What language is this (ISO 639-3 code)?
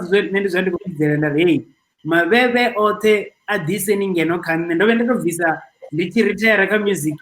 ven